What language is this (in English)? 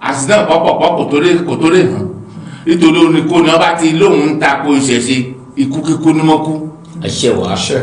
Yoruba